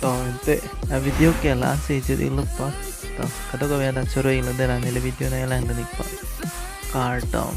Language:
Karbi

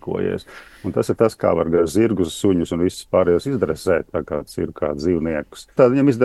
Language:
Latvian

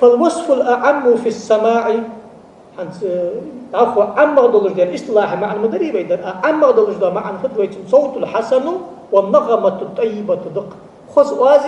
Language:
Ingush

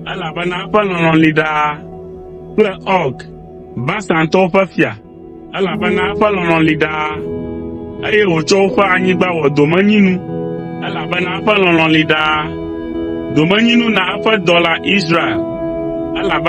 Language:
Ewe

